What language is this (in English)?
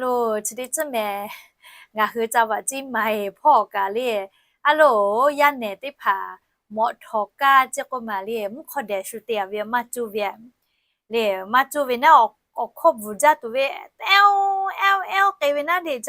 Lahu